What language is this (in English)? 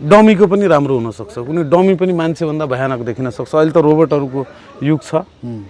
Nepali